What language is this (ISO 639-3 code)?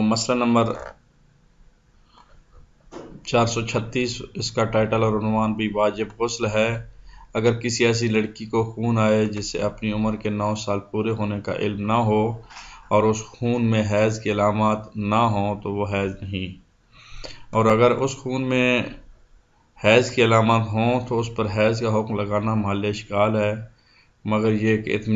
urd